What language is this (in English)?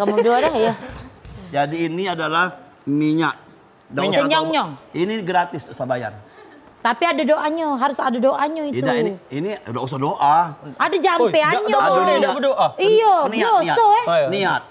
Musi